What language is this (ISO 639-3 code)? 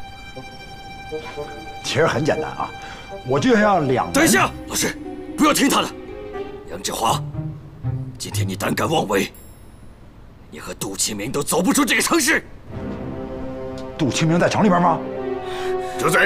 zho